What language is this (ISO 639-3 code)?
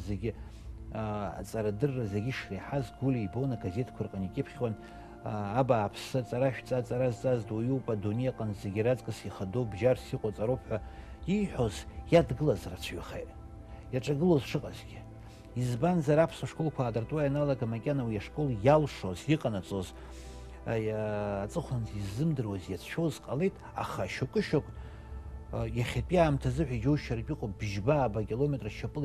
abk